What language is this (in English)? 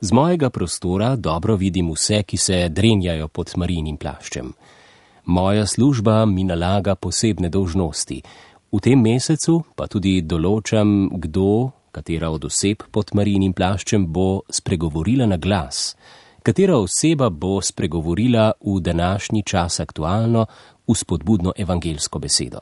Slovenian